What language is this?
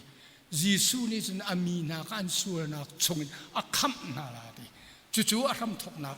Hakha Chin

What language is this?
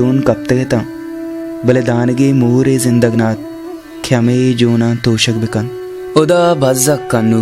Baluchi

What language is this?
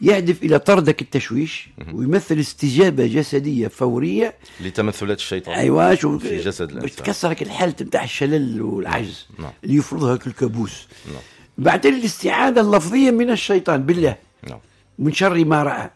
Tunisian Arabic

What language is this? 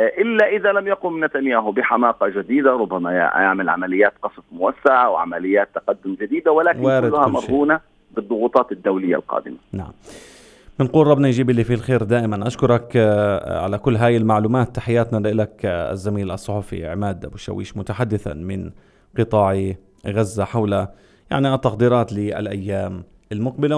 North Levantine Arabic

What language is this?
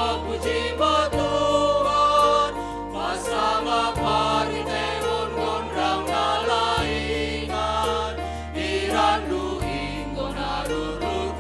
Batak Simalungun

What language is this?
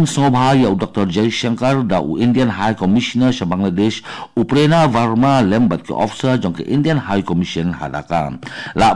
Khasi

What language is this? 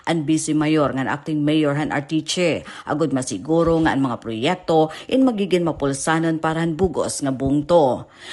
Waray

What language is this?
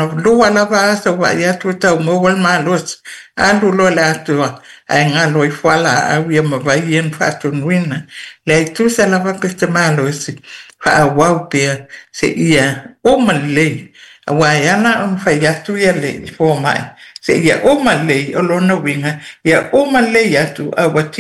Samoan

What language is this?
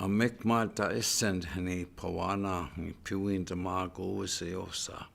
Chippewa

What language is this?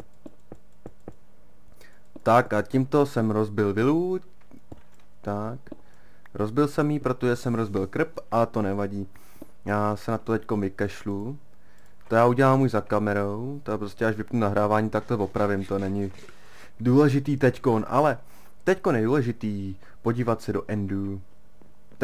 Czech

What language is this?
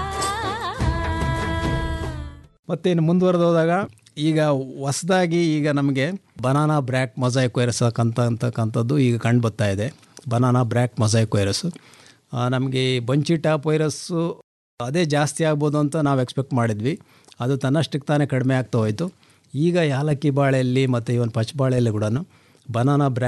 Kannada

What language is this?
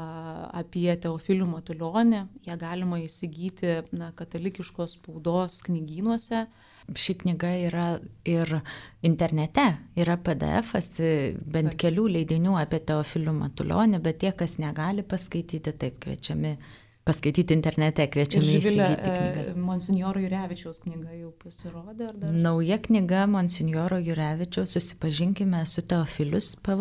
Lithuanian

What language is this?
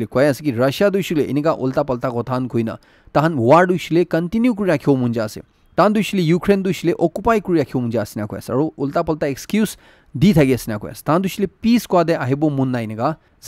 Naga Pidgin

